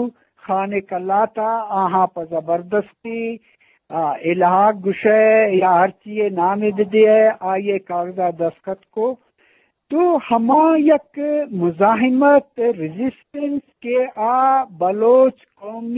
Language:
Eastern Balochi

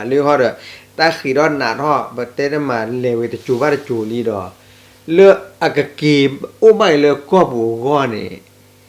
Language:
S'gaw Karen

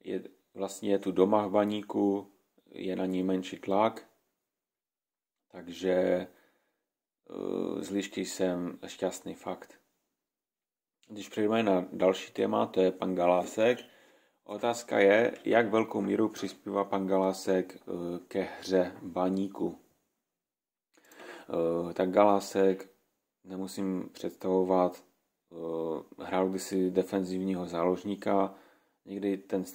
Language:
Czech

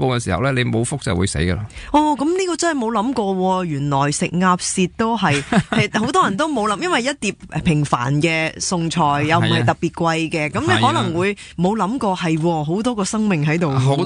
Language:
Cantonese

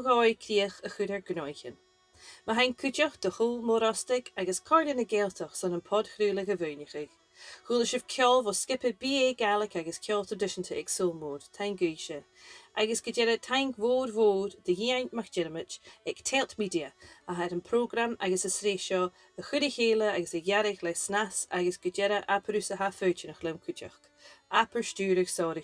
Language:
Scottish Gaelic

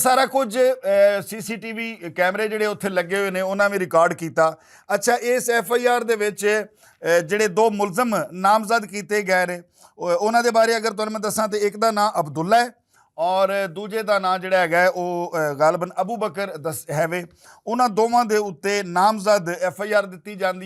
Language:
Western Panjabi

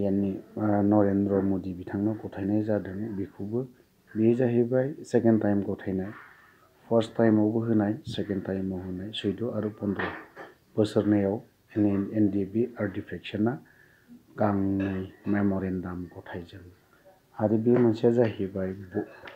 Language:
Bodo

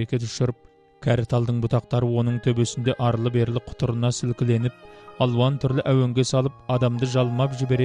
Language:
Kazakh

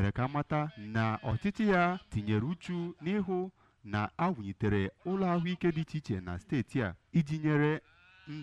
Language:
Igbo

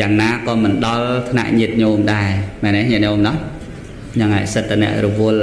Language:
Khmer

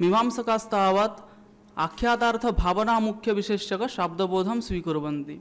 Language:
Sanskrit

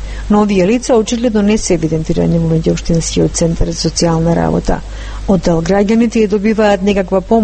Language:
Macedonian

